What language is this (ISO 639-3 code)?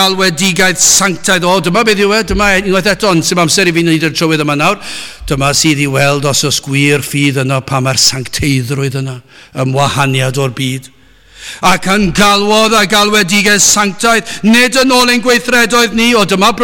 cym